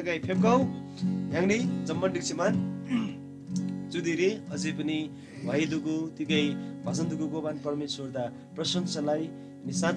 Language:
Eastern Tamang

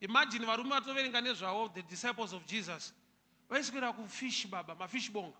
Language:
Shona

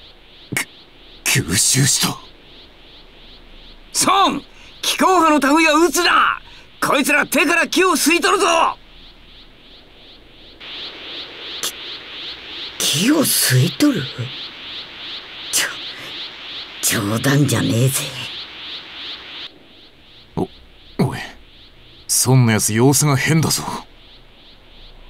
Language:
Japanese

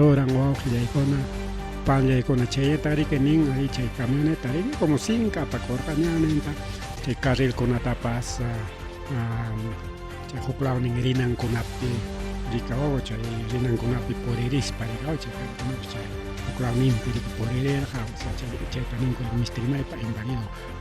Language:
Ayacucho Quechua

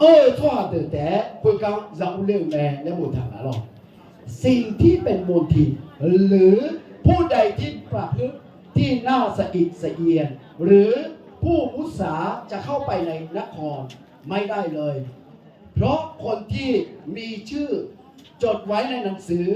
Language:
Akha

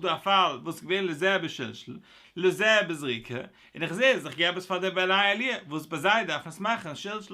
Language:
Yiddish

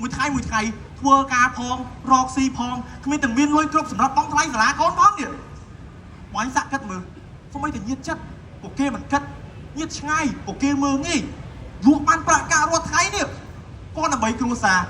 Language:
Khmer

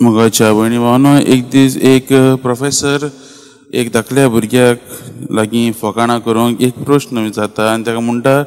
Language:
Konkani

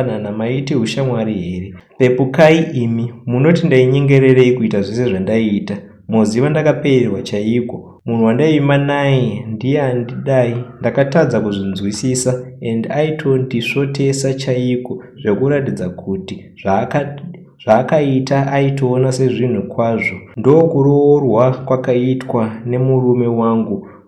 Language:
Shona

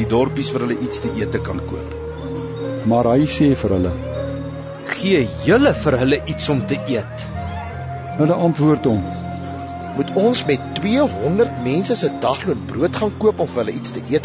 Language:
Afrikaans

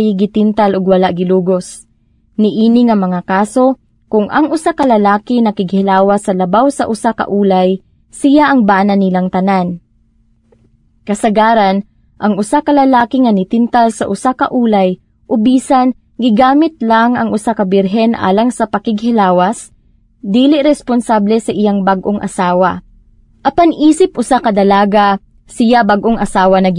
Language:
Cebuano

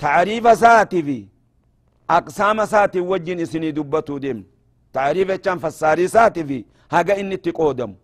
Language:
Oromo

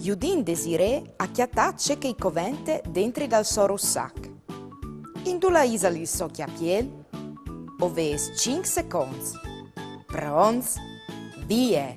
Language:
Friulian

